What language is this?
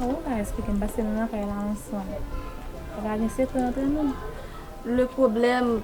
Haitian Creole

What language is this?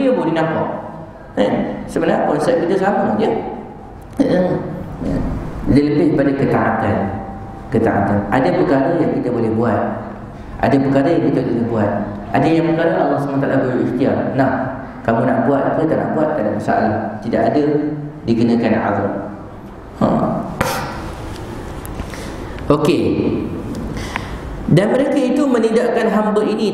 Malay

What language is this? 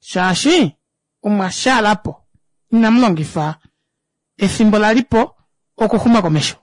Kuanyama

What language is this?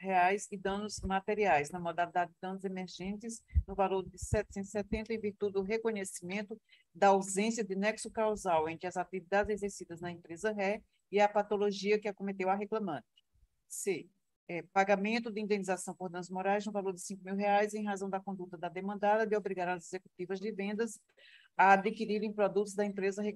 Portuguese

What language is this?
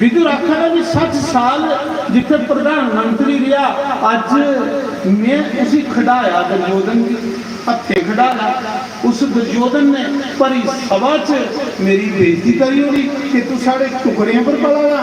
Dogri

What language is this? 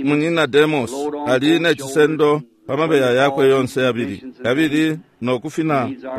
Bemba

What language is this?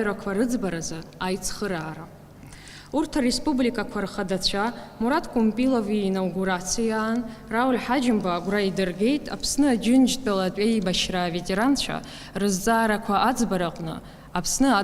Abkhazian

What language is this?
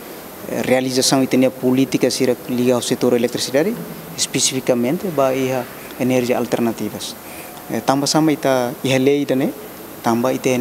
Tetum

